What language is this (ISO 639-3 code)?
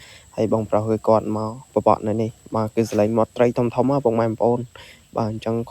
khm